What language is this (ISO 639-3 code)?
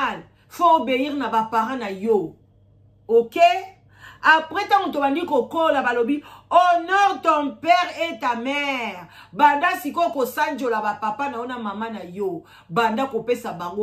lin